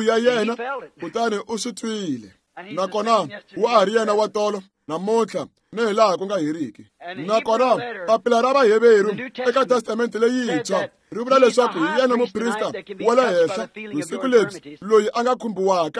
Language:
Tsonga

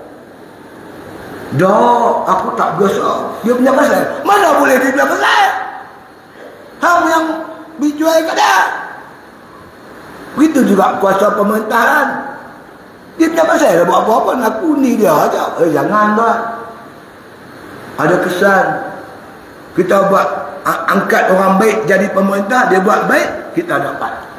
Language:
Malay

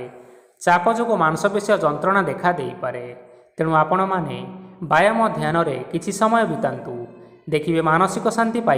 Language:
Odia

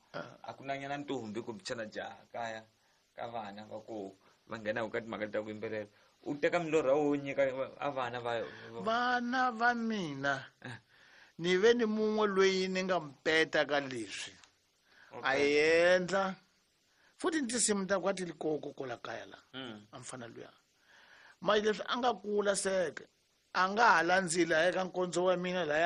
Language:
Tsonga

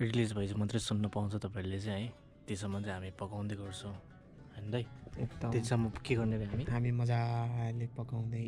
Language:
Nepali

